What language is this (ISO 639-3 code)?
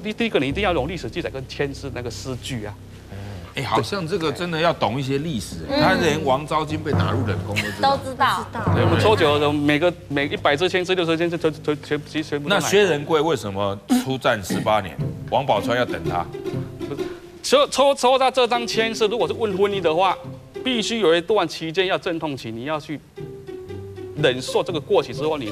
zho